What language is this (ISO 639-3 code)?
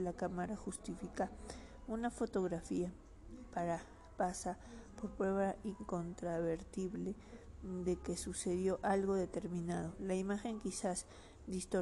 spa